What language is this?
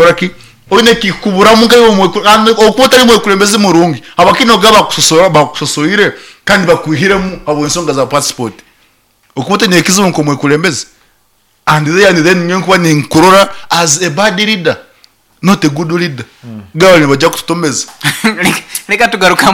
Nyoro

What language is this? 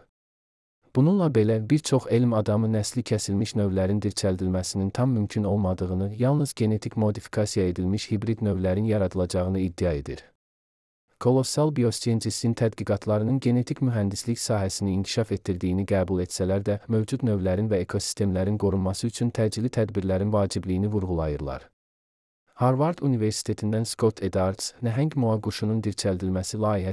Azerbaijani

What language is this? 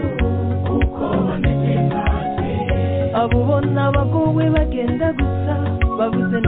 Kinyarwanda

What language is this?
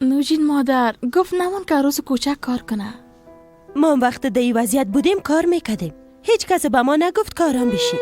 Persian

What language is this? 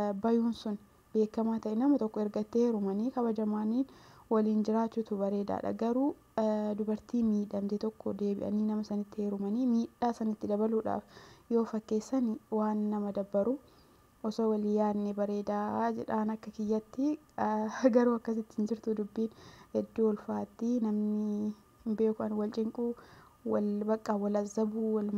Oromo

